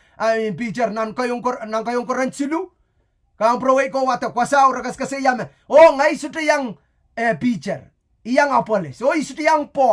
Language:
Pohnpeian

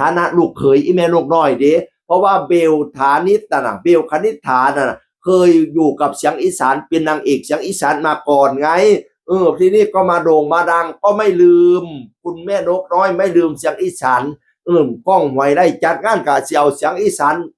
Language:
Northeastern Thai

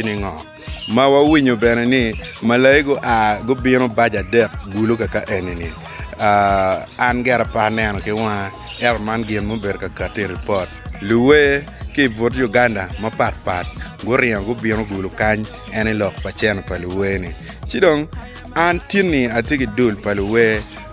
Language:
Acoli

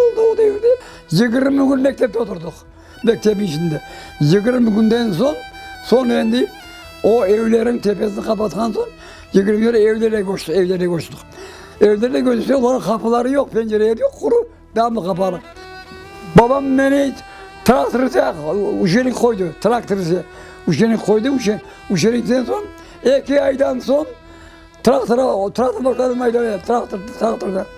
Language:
Crimean Tatar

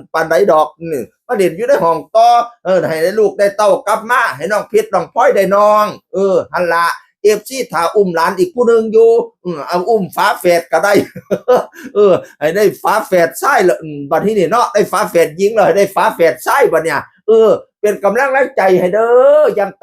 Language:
Northeastern Thai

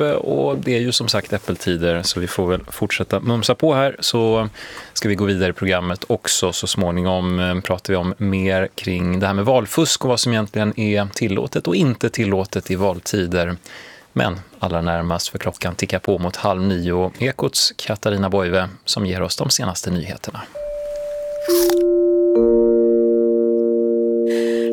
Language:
Swedish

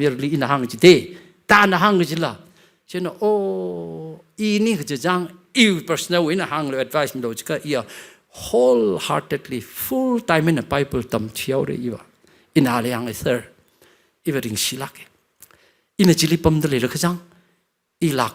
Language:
Tangkhul Naga (India)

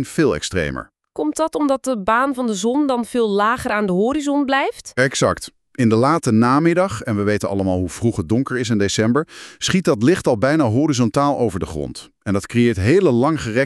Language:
Dutch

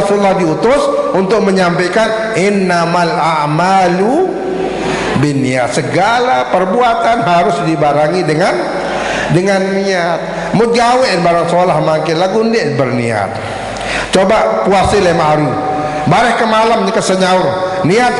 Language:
Sasak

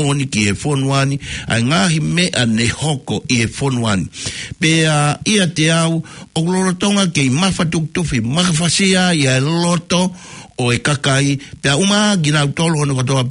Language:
Tongan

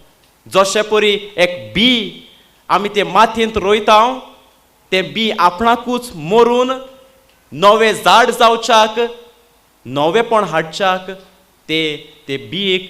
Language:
Konkani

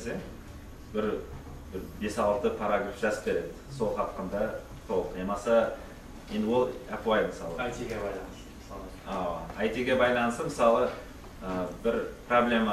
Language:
Kara-Kalpak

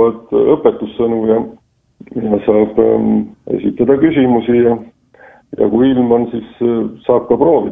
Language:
Estonian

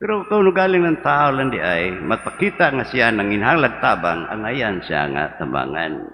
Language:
Cebuano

